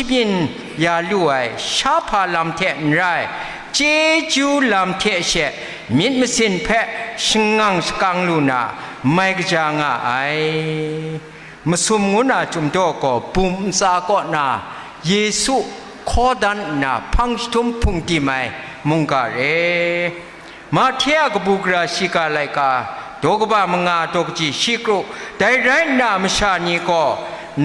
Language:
Kachin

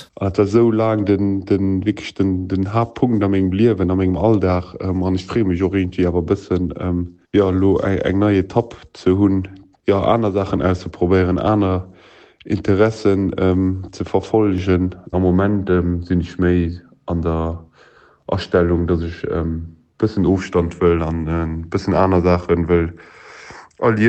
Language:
Luxembourgish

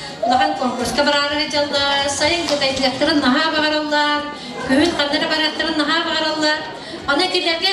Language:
Yakut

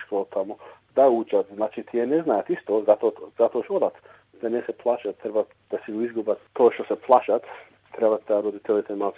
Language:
Macedonian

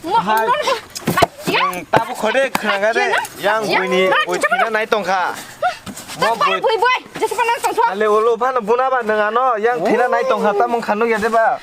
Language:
Kok Borok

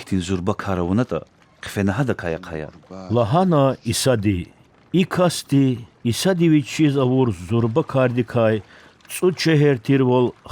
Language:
Lezghian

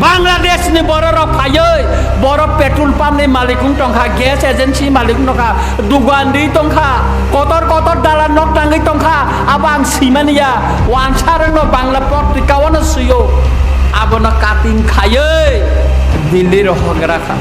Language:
Kok Borok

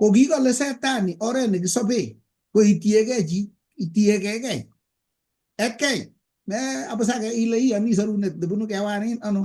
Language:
Kalenjin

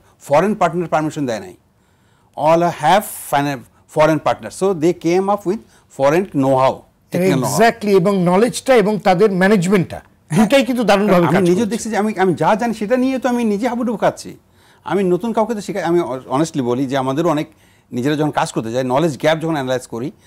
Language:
Bangla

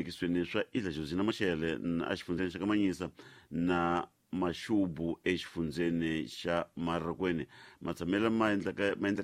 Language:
Tsonga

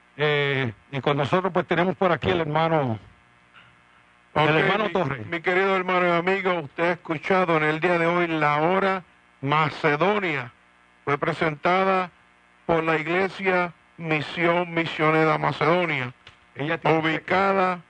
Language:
Spanish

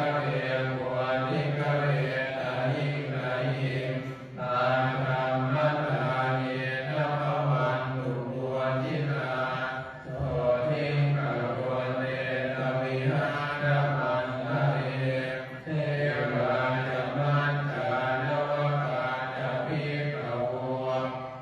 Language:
Pali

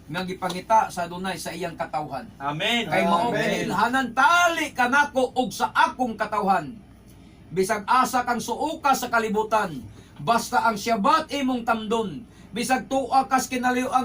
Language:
Cebuano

